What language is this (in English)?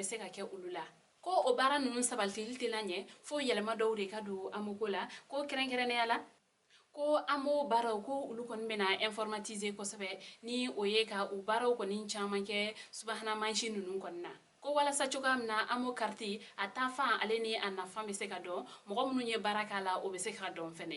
Bambara